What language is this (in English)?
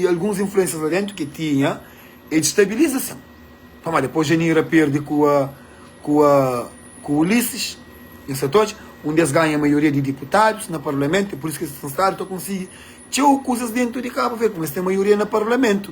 Kabuverdianu